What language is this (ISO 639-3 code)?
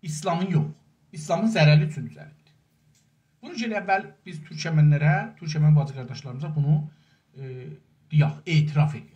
azb